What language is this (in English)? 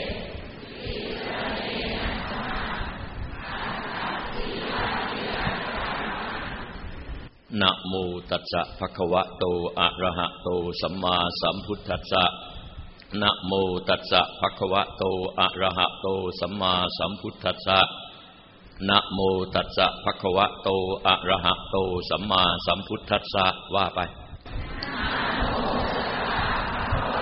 Thai